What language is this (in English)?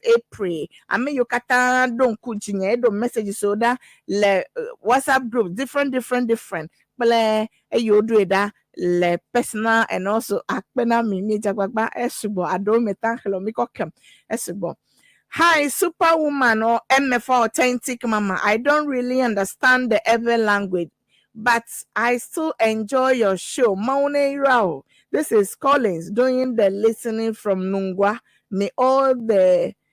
Ewe